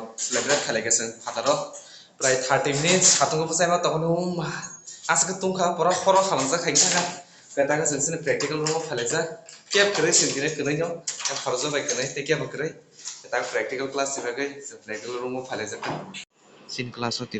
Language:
Kok Borok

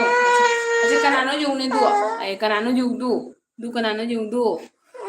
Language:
Manipuri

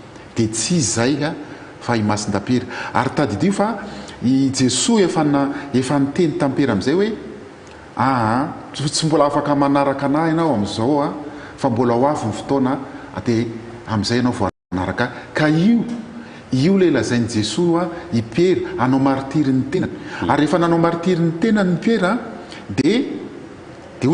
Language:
Malagasy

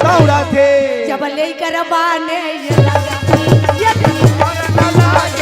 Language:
Chhattisgarhi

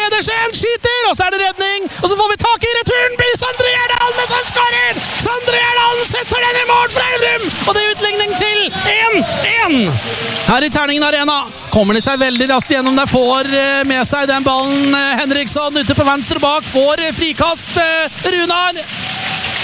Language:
Norwegian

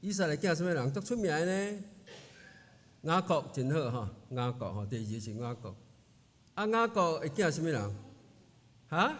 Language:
Min Nan Chinese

